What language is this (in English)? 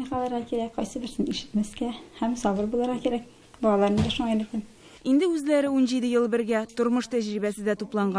Tatar